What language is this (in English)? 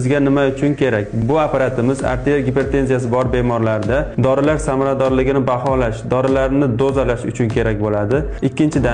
Uzbek